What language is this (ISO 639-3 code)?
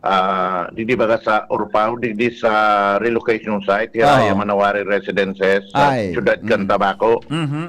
bik